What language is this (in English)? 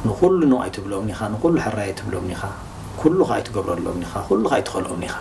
Tigrinya